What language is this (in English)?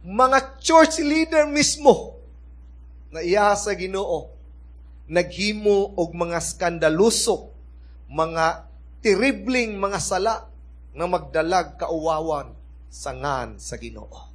Cebuano